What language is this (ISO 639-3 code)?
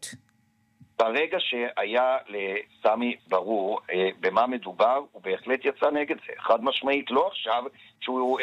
heb